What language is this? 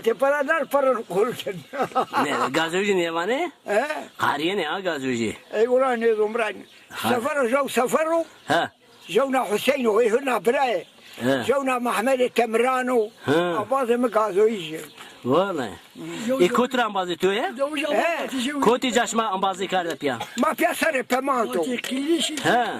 Zaza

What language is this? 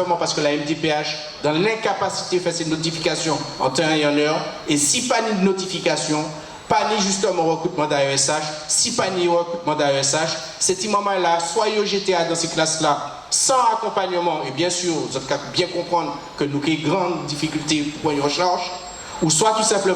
Guadeloupean Creole French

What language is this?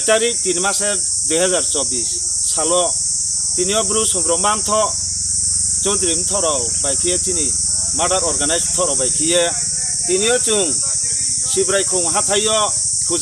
Riang (India)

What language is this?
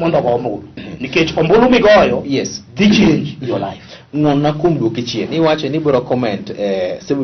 Luo (Kenya and Tanzania)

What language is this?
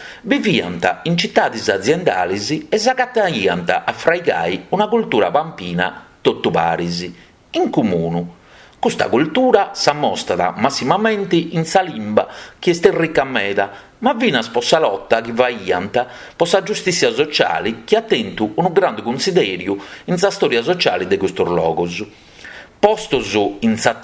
Sardinian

